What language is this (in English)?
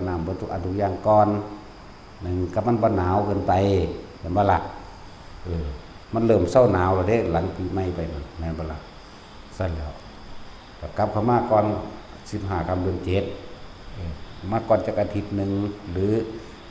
Northeastern Thai